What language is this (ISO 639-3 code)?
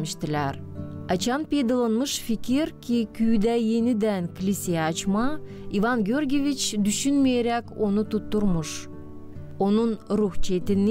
gag